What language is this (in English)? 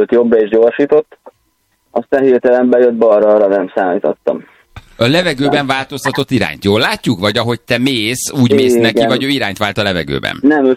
Hungarian